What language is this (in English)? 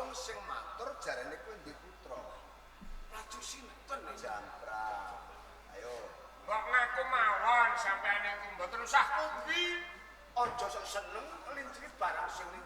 Javanese